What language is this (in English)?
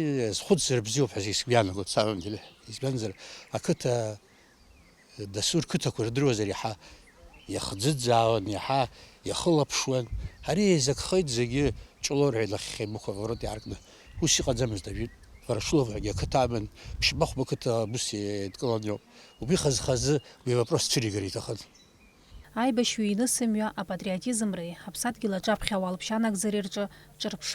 Abkhazian